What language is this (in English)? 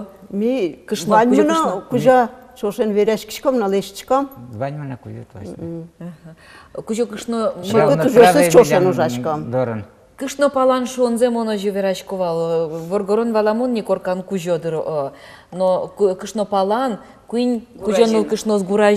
Udmurt